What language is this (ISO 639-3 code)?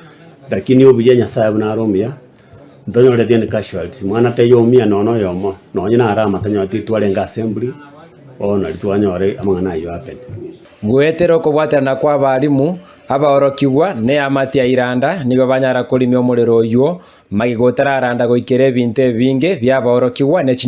guz